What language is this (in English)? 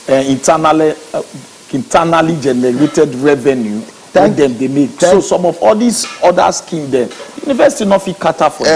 Nigerian Pidgin